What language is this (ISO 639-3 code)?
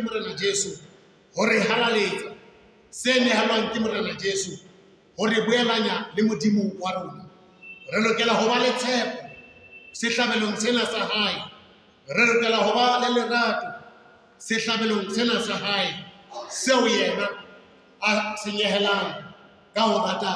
sot